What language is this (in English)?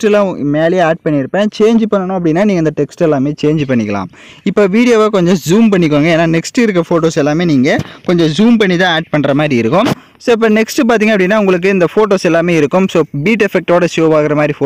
Tamil